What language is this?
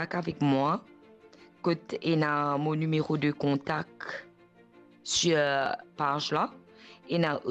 Morisyen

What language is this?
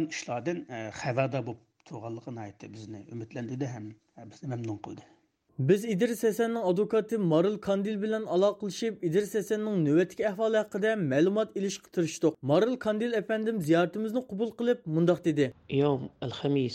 Uyghur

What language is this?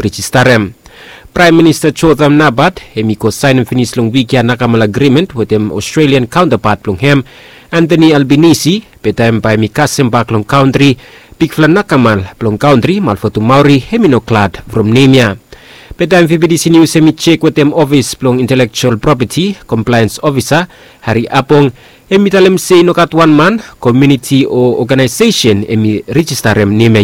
Bislama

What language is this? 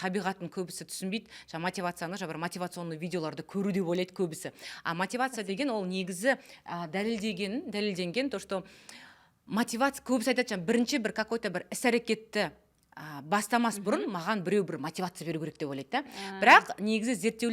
Kazakh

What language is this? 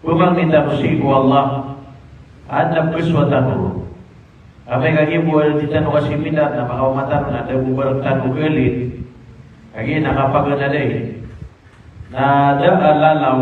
Maranao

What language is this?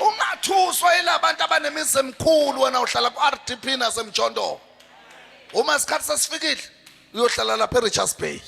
Zulu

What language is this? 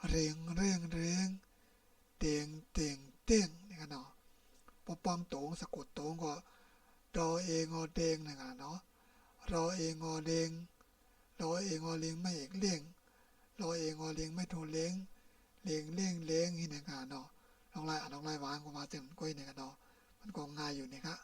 Shan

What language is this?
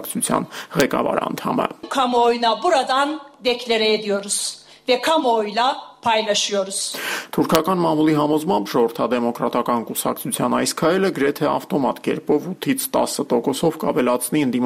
Armenian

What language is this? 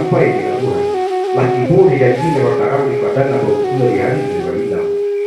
Minangkabau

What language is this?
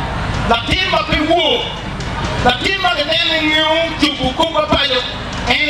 Acoli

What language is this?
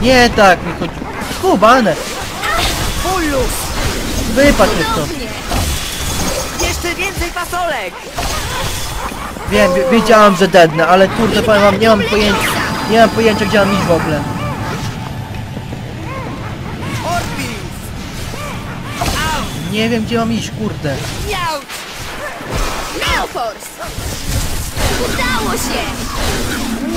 Polish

